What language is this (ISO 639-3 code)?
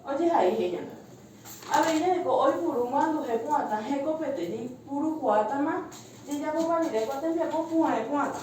grn